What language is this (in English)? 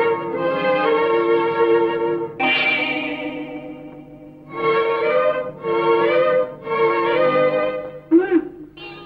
Malayalam